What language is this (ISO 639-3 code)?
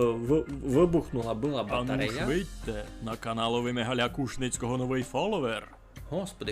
rue